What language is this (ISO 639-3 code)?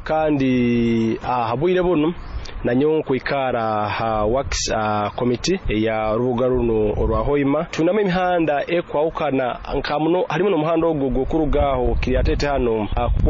nyo